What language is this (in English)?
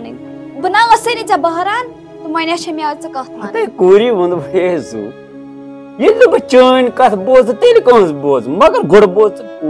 Kashmiri